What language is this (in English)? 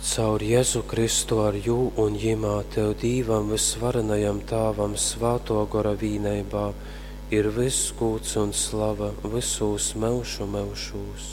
Latgalian